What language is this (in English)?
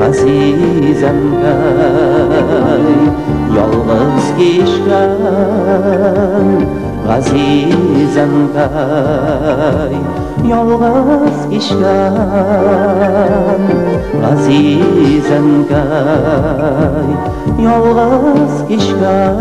Bashkir